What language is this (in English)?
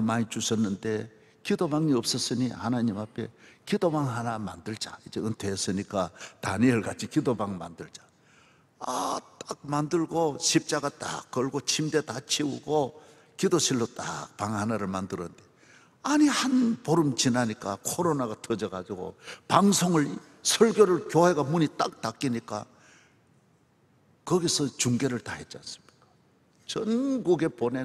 Korean